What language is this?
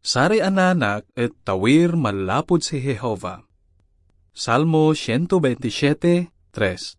Pangasinan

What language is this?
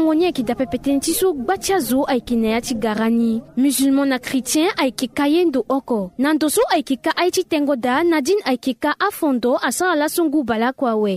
Sango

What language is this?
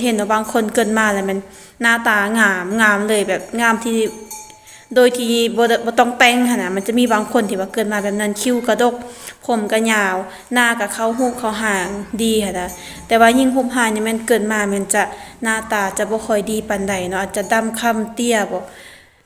Lao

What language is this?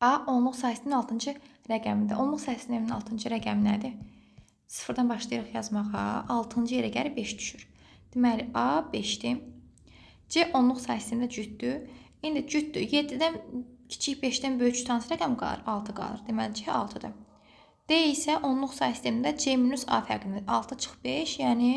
Azerbaijani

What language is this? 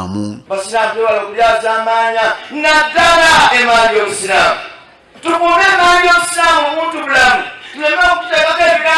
Soga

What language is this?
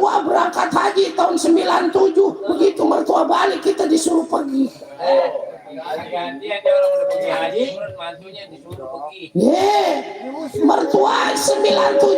Betawi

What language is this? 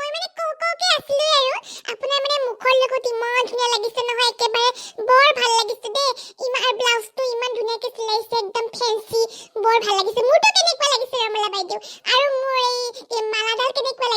Assamese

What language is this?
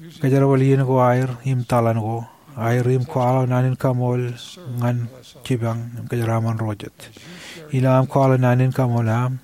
Marshallese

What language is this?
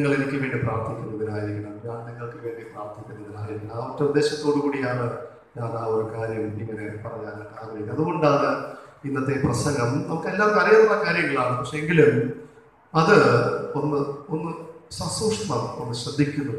Malayalam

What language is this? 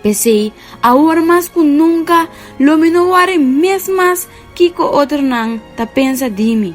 Papiamento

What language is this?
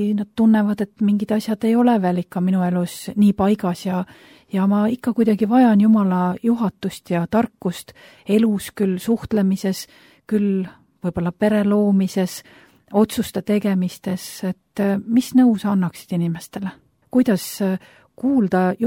Estonian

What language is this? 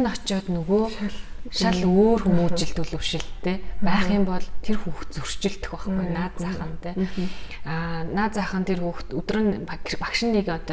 Mongolian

